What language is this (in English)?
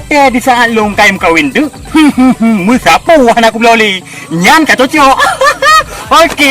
Achinese